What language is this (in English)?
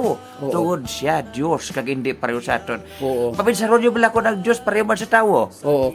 Hiligaynon